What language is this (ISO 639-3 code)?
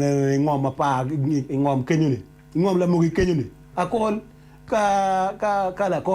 ach